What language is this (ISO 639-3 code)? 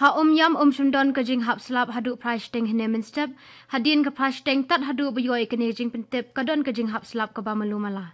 kha